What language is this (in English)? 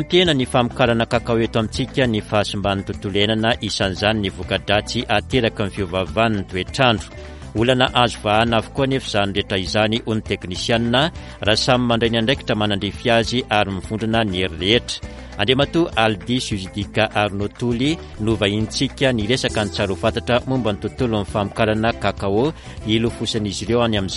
Malagasy